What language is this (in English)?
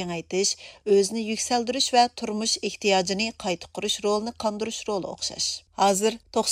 Uyghur